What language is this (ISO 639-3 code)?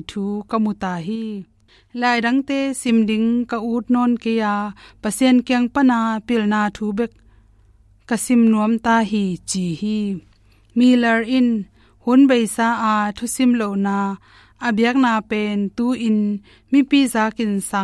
ctd